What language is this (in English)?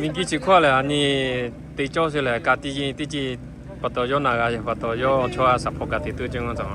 Lahu